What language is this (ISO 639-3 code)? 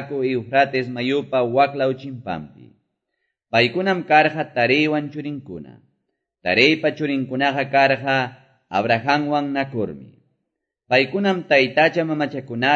que